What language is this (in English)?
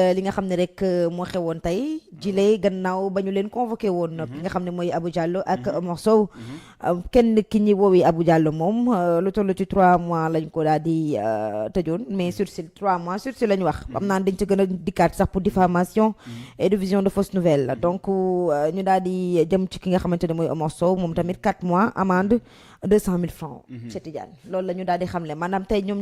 Wolof